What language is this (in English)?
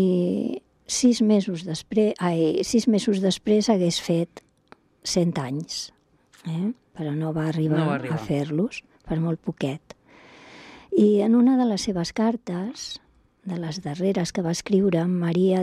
Catalan